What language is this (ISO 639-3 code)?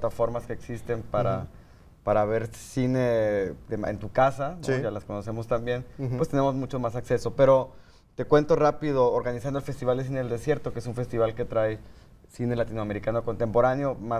spa